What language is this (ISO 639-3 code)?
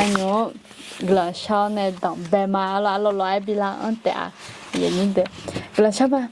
ahk